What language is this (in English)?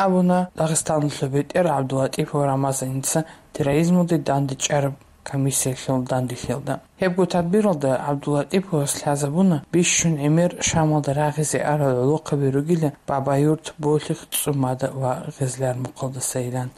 Avaric